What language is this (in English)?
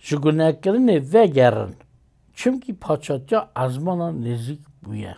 Kurdish